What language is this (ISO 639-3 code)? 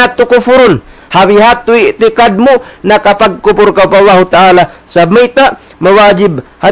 tsg